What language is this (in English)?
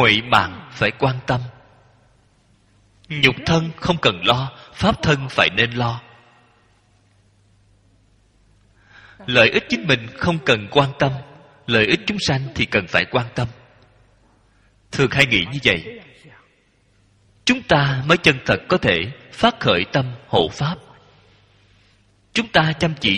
Vietnamese